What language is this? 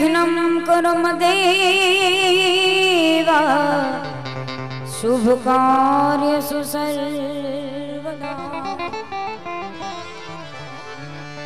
Gujarati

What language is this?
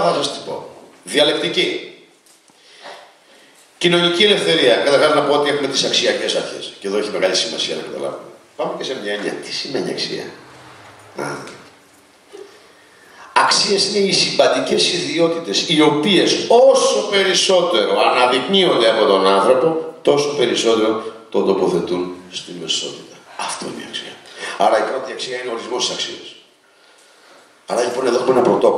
Greek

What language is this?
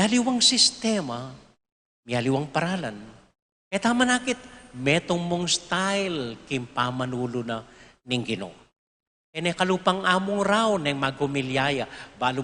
Pampanga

